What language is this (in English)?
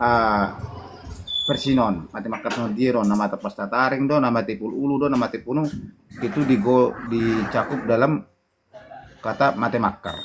Batak Toba